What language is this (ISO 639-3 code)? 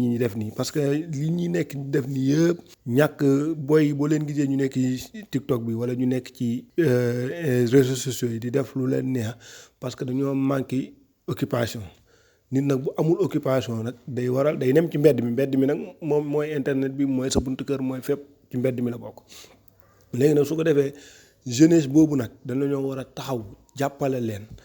wol